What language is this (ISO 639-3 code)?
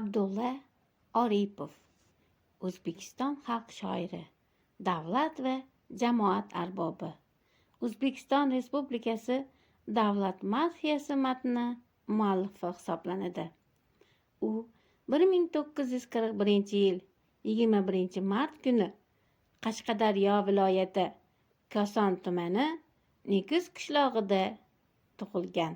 uzb